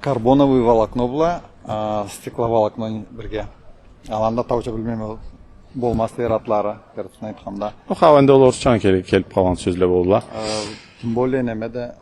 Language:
Karachay-Balkar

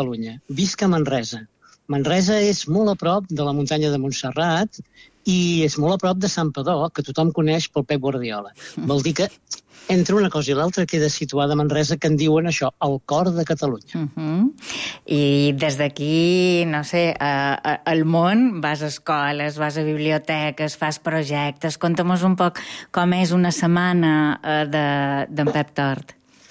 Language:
Catalan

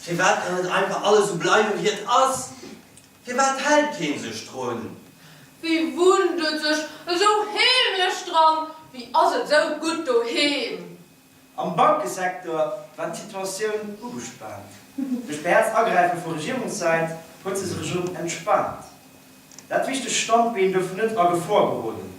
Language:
Luxembourgish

